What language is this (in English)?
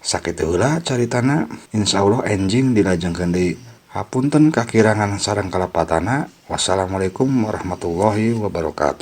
Sundanese